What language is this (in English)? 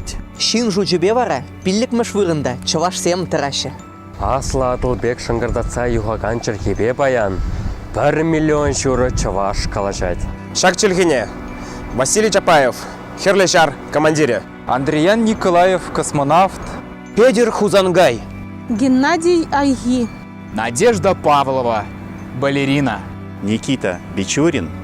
Chuvash